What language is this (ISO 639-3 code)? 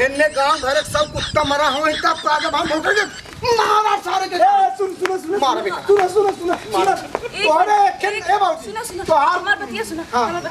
bho